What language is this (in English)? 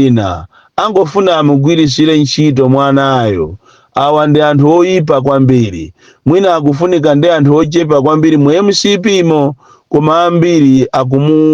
Nyanja